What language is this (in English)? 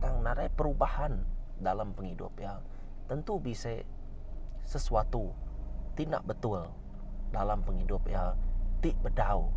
Iban